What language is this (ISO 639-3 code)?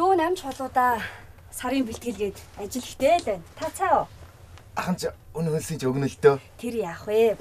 mon